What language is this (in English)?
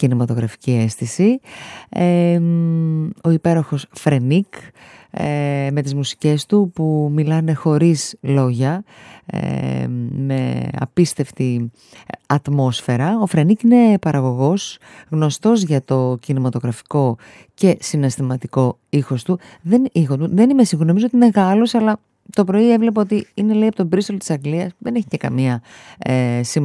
Greek